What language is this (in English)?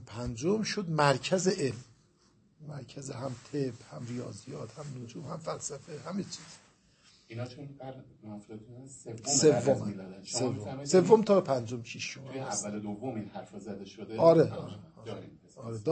Persian